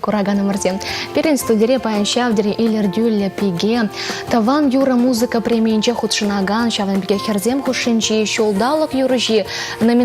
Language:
Chuvash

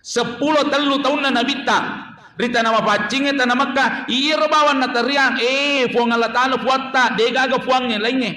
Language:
Buginese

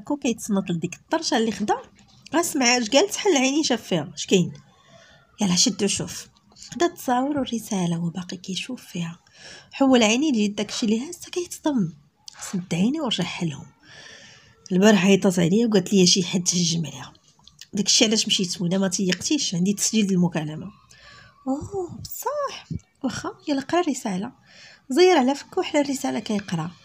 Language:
Moroccan Arabic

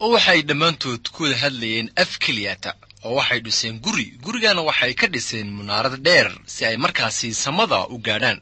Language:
Somali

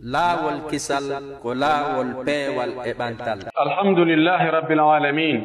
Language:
Pular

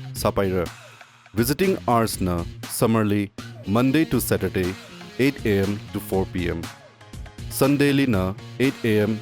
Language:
Tangkhul Naga (India)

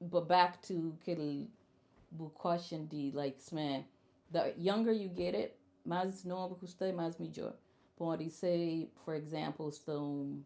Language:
Kabuverdianu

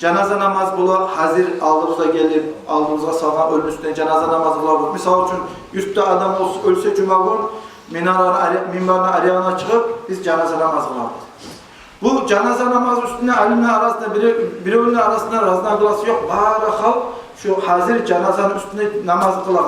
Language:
Kumyk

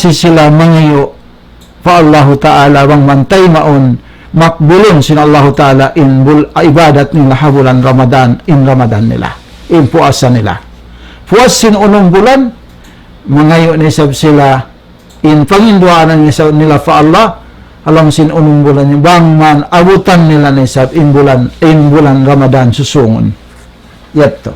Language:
Tausug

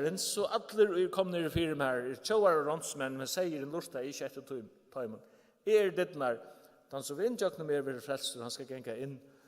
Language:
Faroese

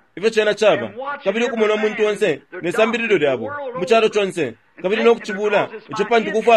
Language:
Bemba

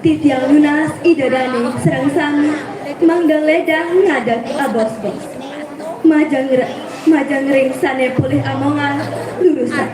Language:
Balinese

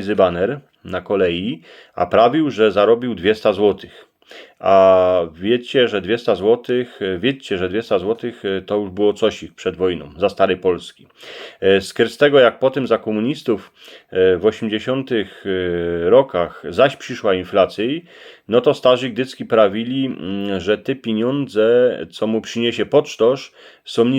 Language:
Silesian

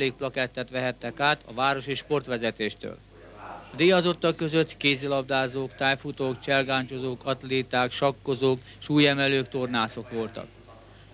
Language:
Hungarian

